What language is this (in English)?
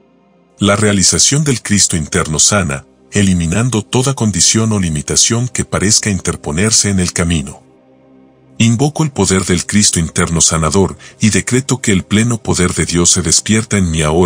Spanish